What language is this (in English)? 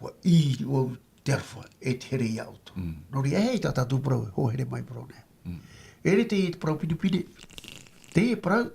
Tahitian